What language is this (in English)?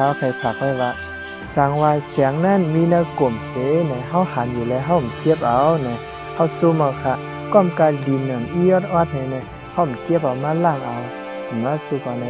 Shan